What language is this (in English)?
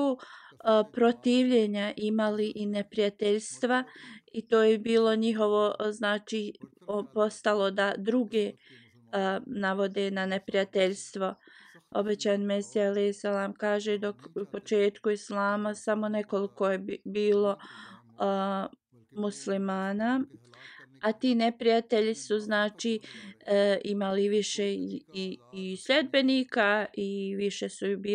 Bosnian